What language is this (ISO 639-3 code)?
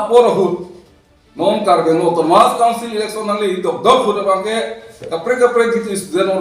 mjw